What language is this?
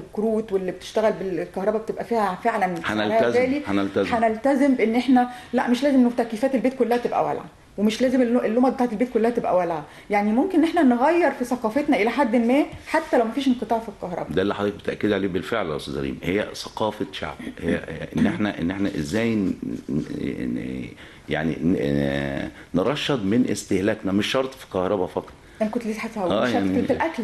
Egyptian Arabic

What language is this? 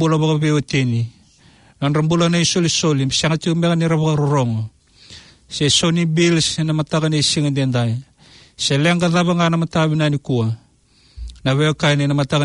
Fijian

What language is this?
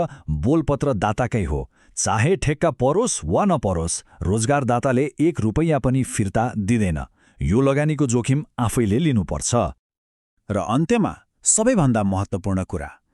Nepali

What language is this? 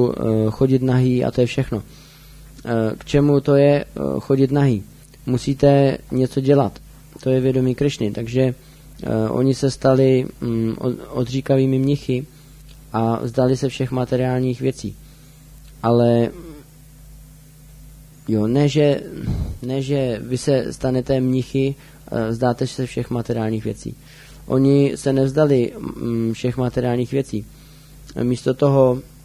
Czech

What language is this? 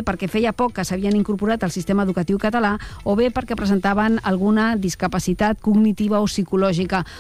Catalan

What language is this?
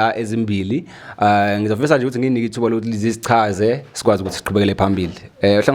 Zulu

